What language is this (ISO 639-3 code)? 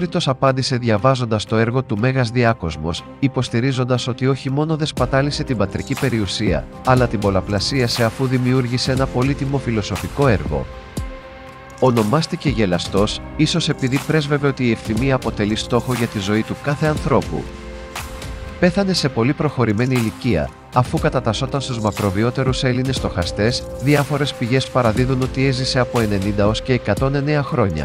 ell